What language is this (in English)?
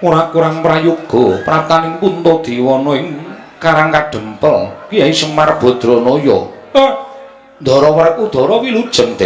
Javanese